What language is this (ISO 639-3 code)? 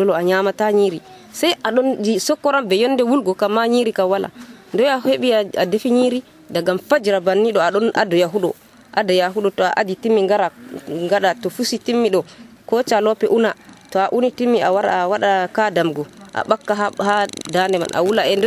fuv